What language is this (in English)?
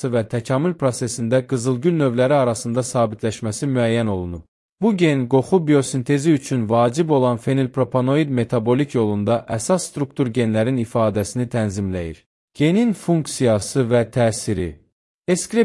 Azerbaijani